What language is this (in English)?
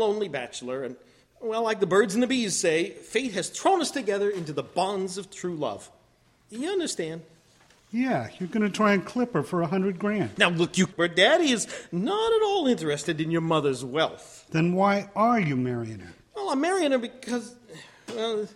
English